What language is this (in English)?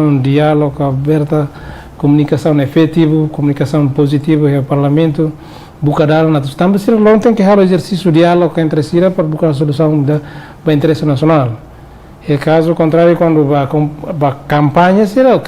Tetum